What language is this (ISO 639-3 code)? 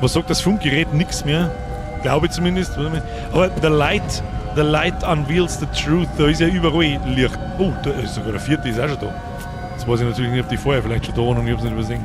bar